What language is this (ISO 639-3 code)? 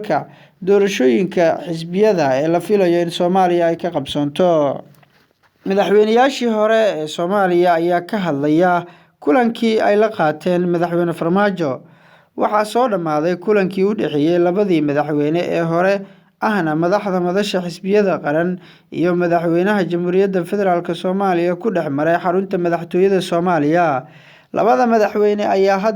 som